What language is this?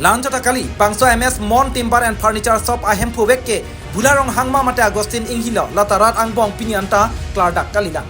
Karbi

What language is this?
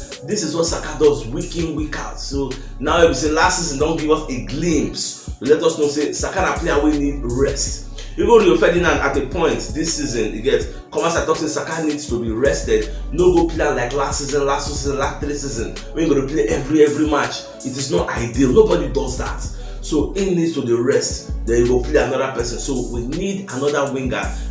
Nigerian Pidgin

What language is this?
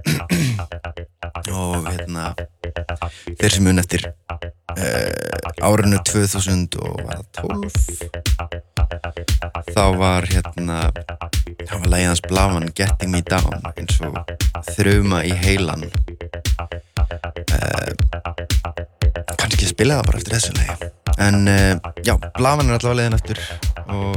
Icelandic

